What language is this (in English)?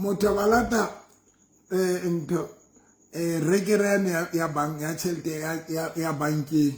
Southern Sotho